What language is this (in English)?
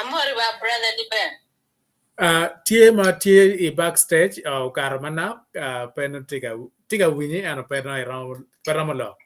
Acoli